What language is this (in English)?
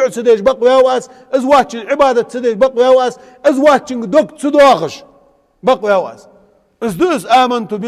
Ingush